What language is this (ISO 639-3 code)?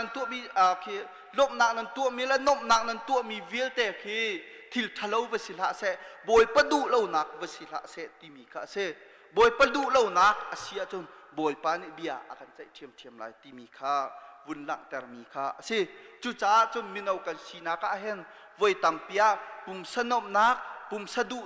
cnh